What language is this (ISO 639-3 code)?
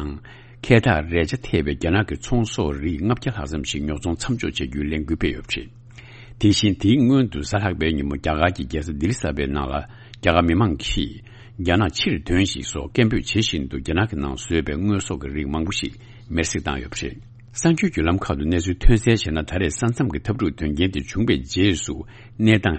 bod